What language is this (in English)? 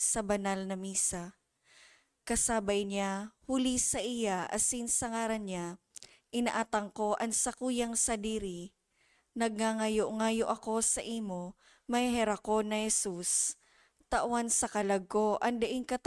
Bikol